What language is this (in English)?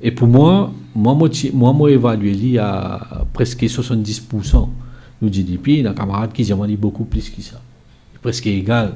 Morisyen